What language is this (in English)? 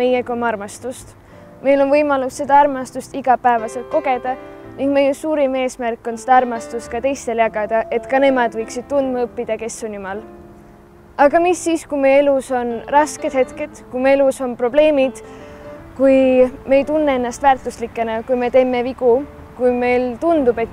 Estonian